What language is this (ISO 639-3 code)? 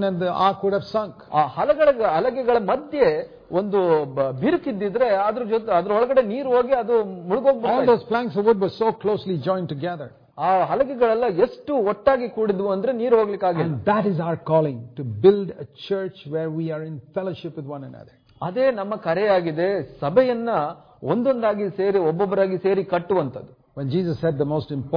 kan